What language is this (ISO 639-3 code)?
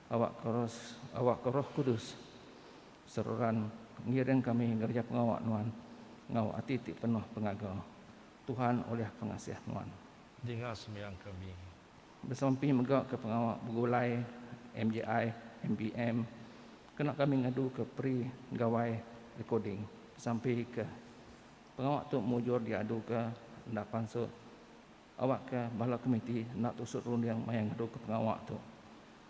iba